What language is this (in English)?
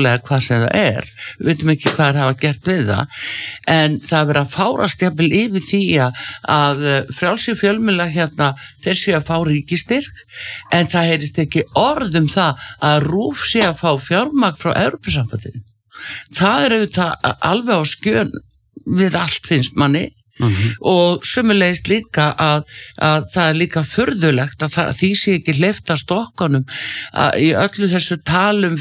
Icelandic